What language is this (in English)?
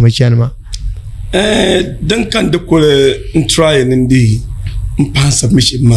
Dagbani